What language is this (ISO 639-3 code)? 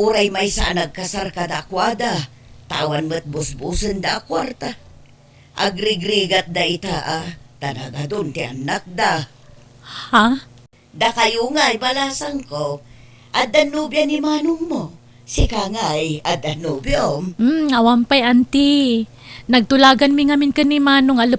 ilo